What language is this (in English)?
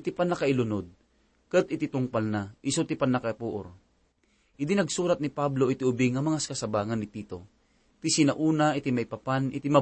Iloko